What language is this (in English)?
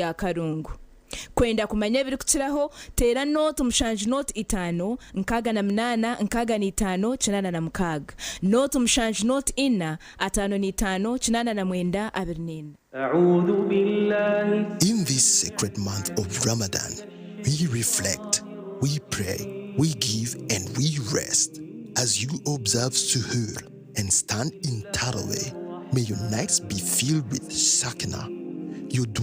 Nyankole